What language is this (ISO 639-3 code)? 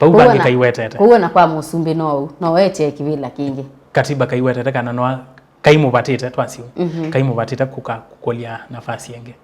kam